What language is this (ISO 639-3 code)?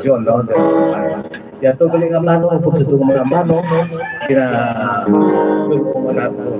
hil